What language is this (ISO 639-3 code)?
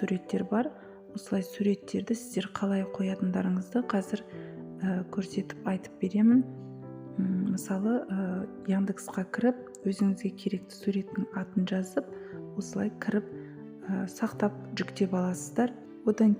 kaz